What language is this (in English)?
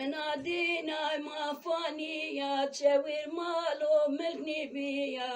Zaza